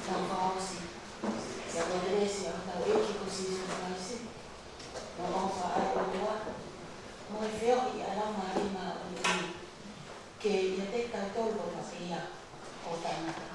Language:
Tongan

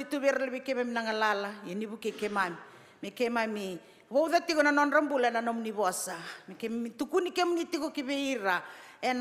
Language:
Fijian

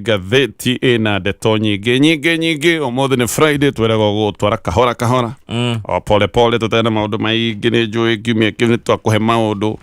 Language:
Kikuyu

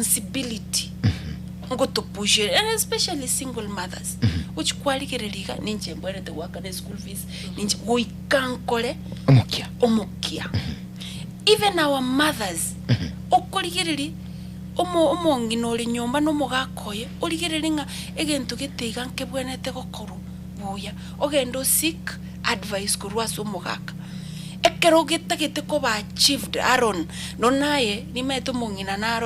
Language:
Gusii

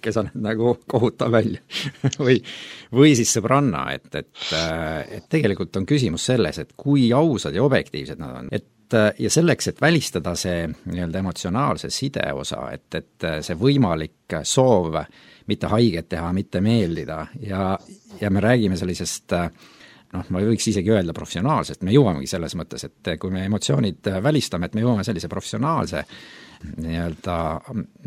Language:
Estonian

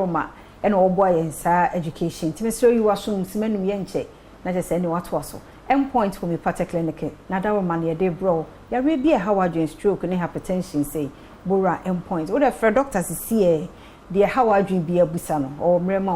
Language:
Akan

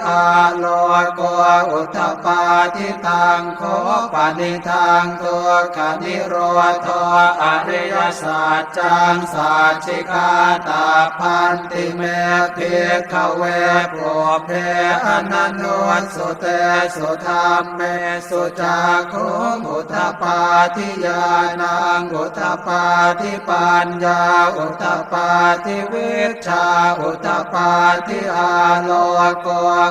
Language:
Pali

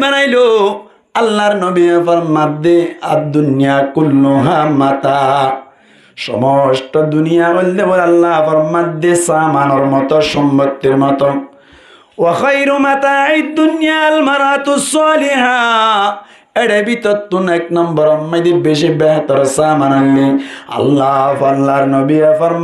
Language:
Rohingya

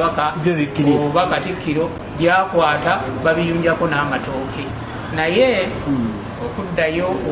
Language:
Ganda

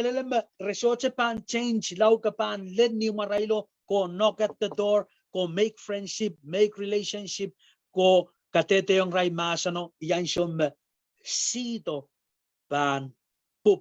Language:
Pohnpeian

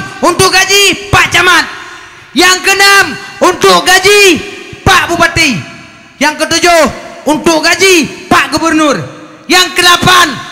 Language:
Achinese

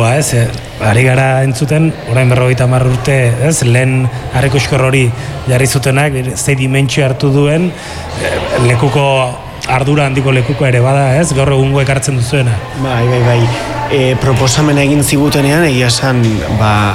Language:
Basque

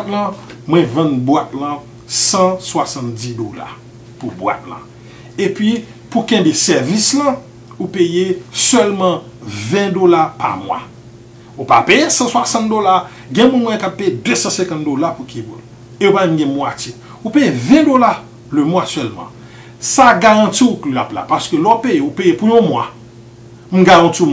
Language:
Haitian Creole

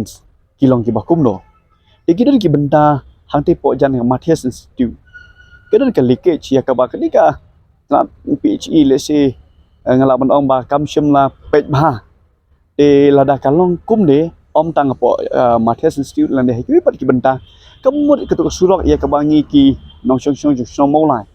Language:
Khasi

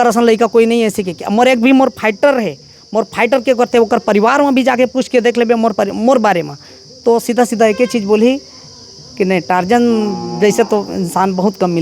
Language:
Chhattisgarhi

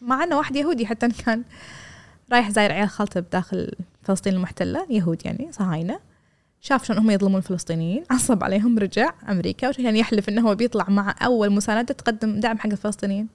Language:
Gulf Arabic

